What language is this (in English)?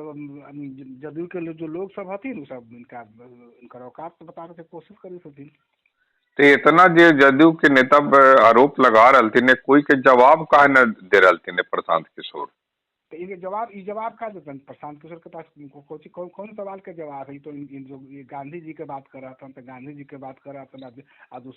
Magahi